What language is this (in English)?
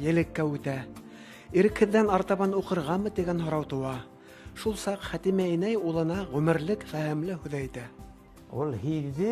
Bashkir